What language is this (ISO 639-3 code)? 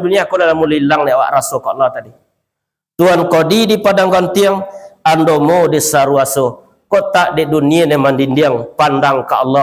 min